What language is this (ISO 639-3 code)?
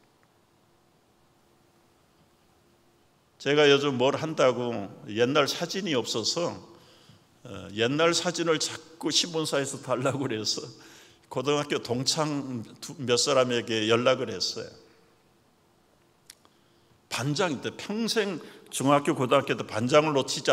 kor